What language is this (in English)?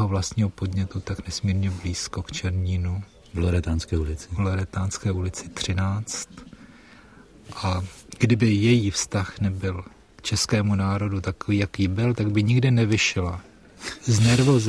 Czech